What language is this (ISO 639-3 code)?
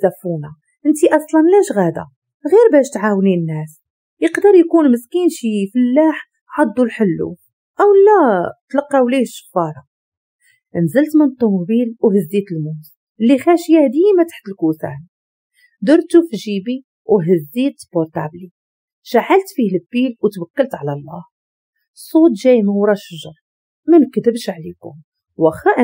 ary